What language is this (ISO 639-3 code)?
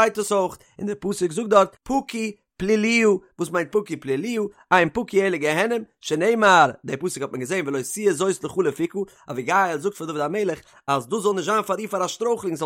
yid